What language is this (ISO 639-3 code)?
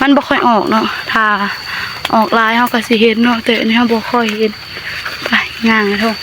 tts